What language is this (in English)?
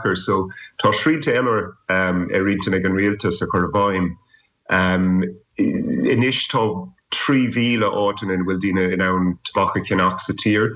Irish